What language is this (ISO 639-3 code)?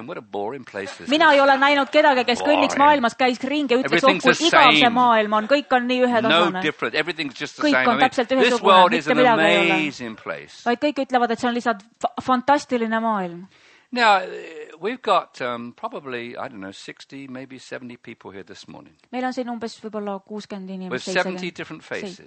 est